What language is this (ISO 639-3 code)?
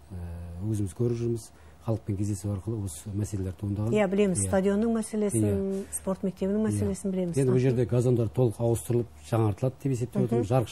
kaz